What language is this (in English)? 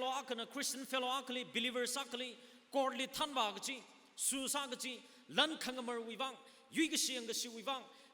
Tangkhul Naga (India)